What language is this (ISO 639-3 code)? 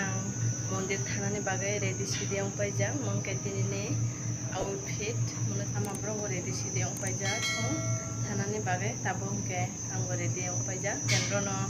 trp